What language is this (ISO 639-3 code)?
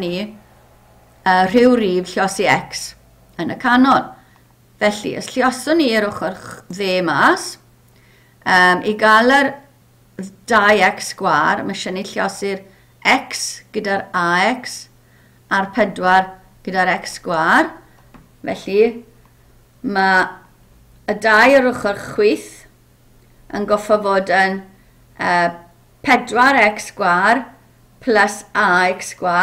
cym